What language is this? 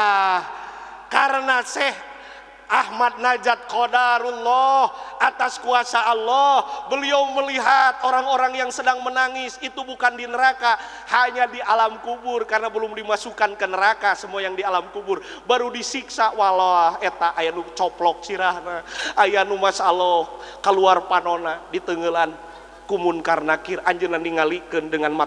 Sundanese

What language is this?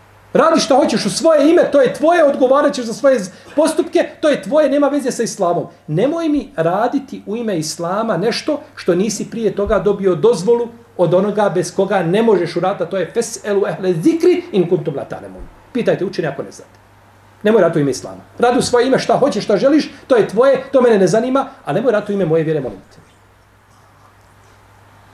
Bosnian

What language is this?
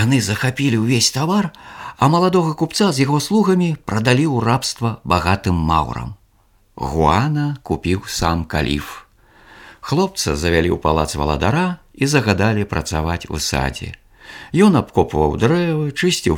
Belarusian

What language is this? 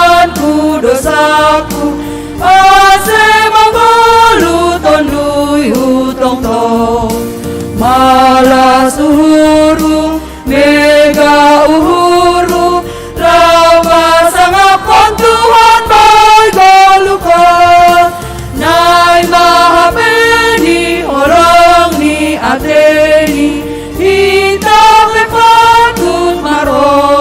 Batak Simalungun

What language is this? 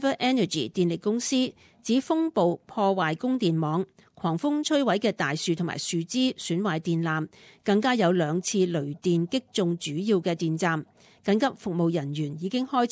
Cantonese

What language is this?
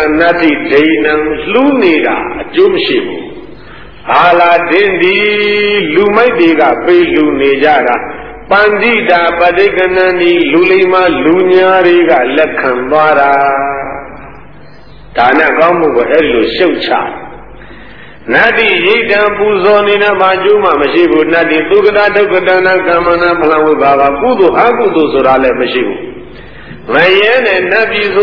Burmese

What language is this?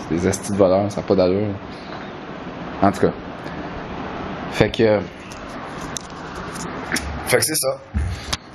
French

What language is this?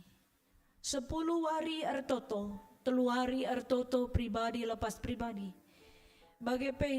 Batak Karo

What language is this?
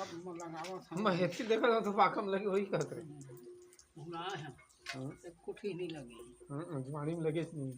Chhattisgarhi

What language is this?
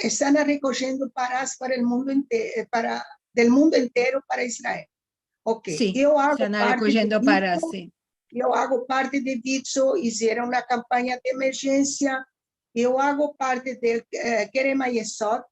Ladino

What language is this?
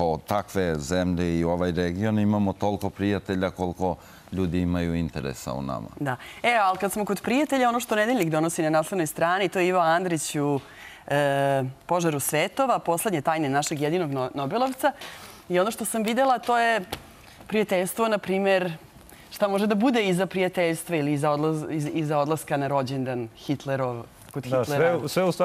Serbian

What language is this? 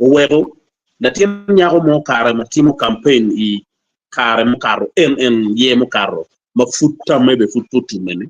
Acoli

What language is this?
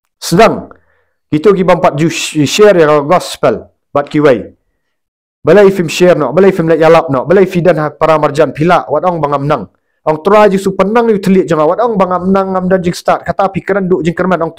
Khasi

